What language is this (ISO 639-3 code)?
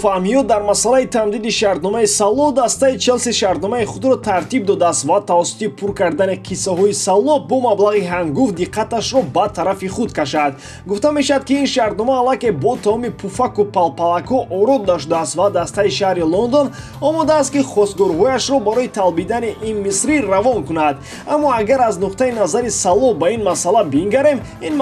tgk